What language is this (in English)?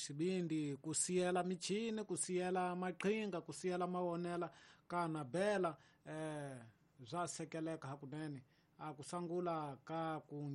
Tsonga